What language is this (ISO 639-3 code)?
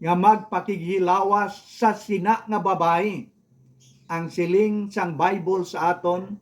hil